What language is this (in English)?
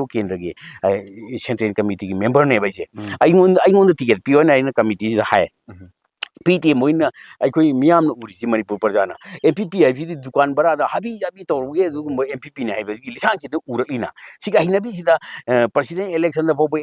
Manipuri